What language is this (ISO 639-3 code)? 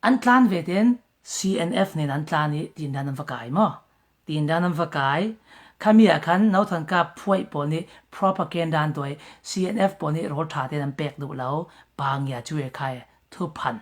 cfm